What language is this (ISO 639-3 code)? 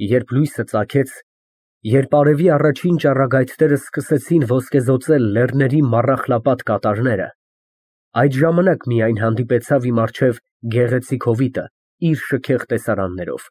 hye